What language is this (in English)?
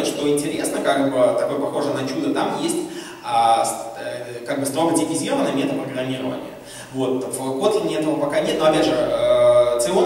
Russian